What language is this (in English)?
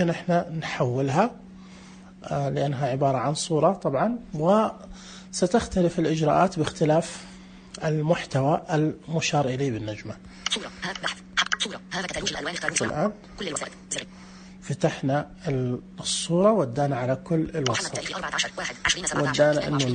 Najdi Arabic